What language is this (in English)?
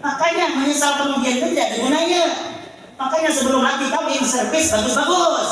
Banjar